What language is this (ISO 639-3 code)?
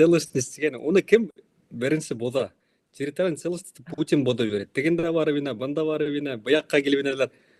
bak